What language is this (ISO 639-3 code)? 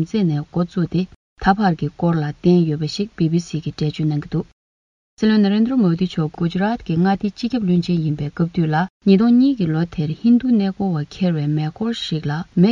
bod